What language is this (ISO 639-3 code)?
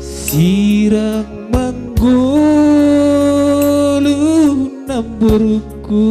bts